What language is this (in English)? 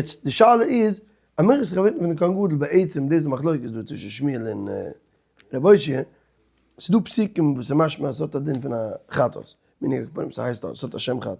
Yiddish